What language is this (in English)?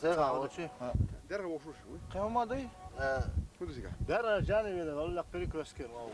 Chechen